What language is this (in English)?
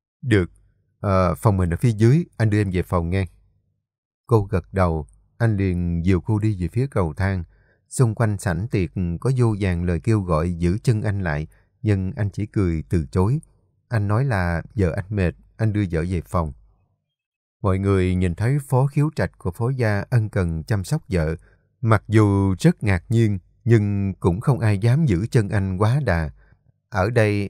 Vietnamese